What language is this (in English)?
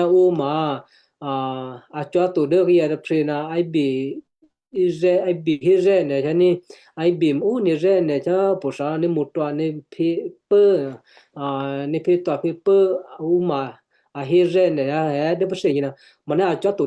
Western Kayah